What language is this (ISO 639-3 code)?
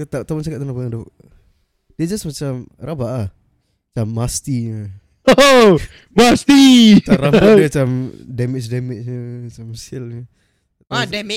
msa